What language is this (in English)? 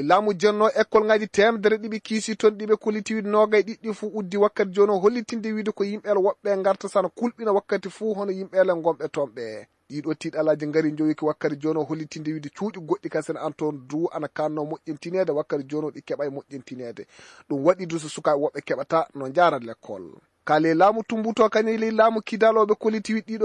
Fula